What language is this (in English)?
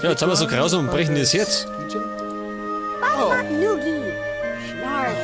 Bavarian